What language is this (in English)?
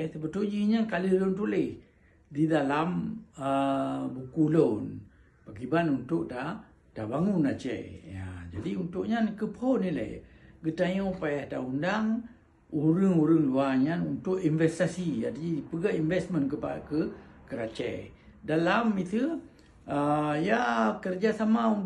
Achinese